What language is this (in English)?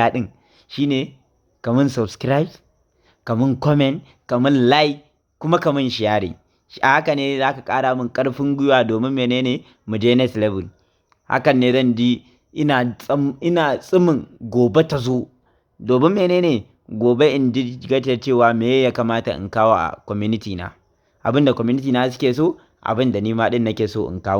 Hausa